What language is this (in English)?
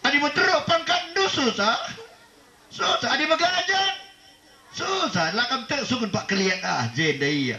Batak Karo